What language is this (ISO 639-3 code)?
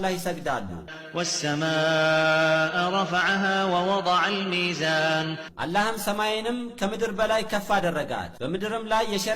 amh